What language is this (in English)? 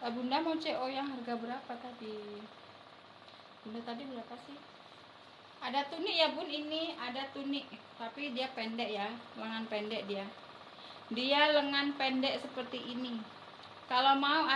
Indonesian